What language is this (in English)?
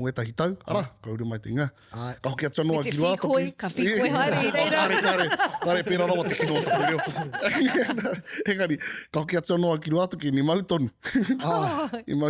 Māori